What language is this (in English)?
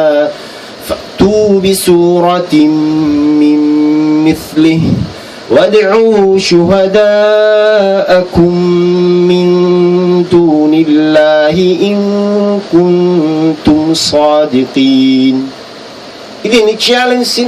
Tausug